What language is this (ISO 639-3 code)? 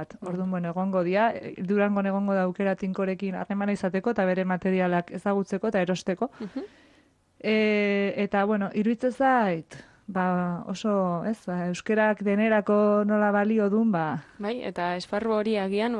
eus